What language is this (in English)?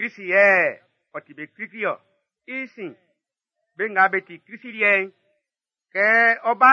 Baoulé